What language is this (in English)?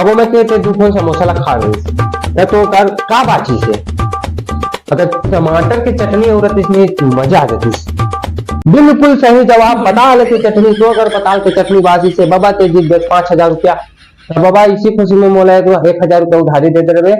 Chhattisgarhi